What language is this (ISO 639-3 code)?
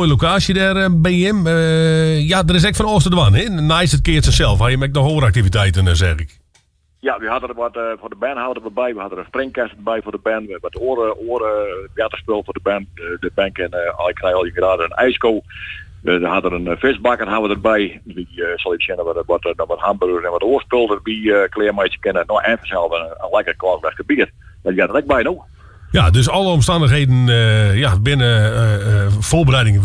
fry